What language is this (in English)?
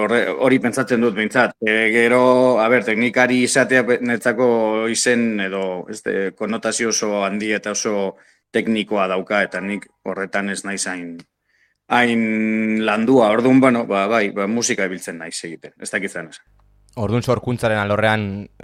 Basque